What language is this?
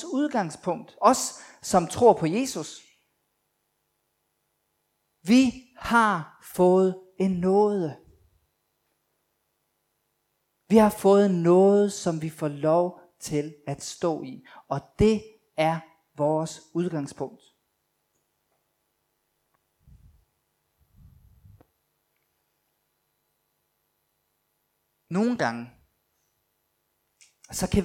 Danish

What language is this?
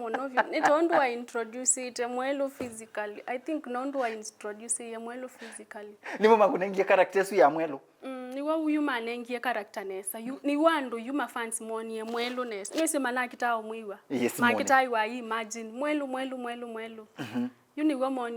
Kamba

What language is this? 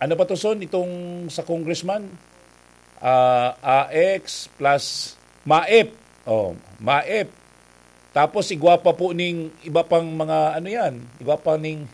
Bikol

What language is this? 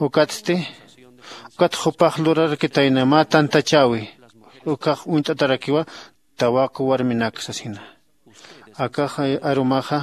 Aymara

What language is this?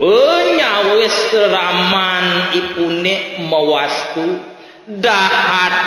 Balinese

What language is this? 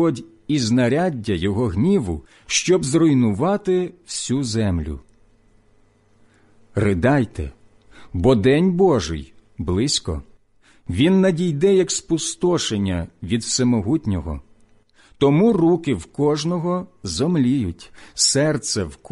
Ukrainian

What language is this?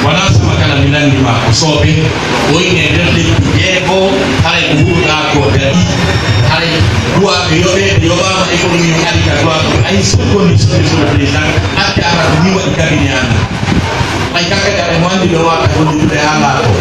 Pular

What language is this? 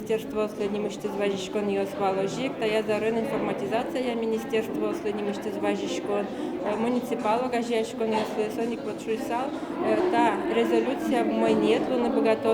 Udmurt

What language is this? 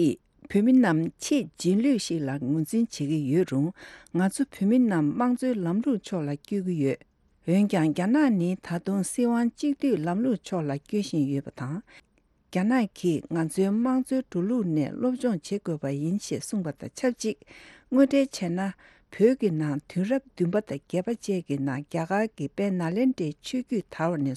Tibetan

